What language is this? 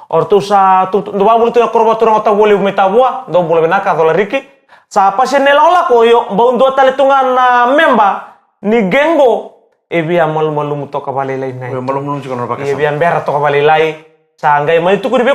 Fijian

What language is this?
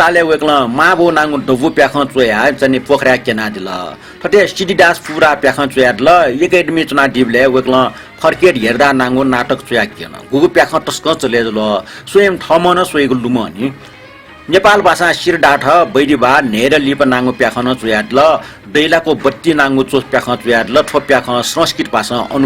Newari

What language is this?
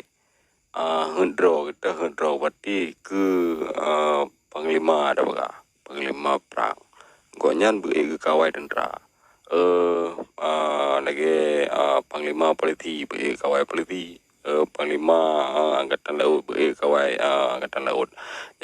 Achinese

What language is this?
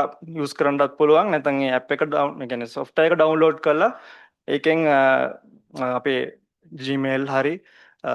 Sinhala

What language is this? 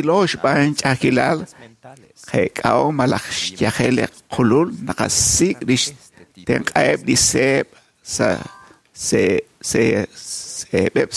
Kekchí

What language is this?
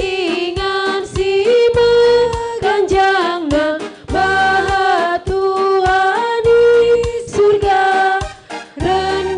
Batak Karo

